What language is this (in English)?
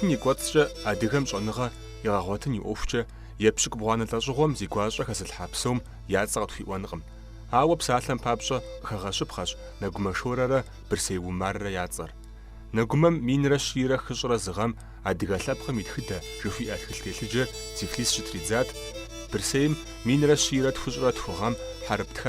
Kabardian